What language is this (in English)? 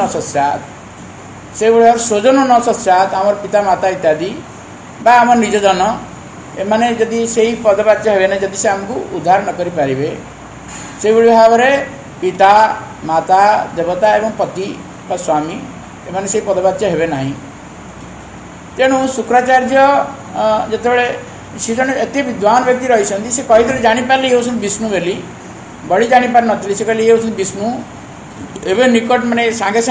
Odia